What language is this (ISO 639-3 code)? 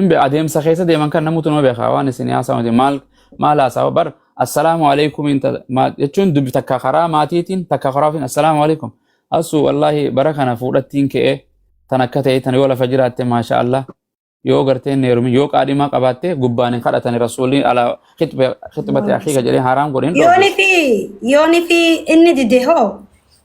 orm